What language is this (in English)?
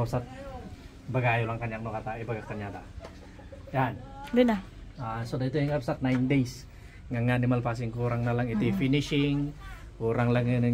Iloko